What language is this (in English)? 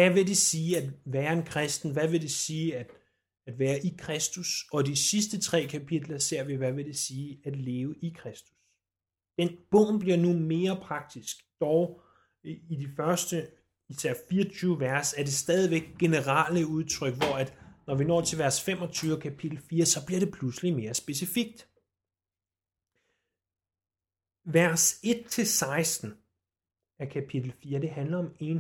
Danish